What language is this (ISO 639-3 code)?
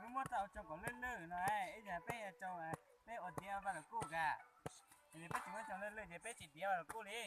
hmn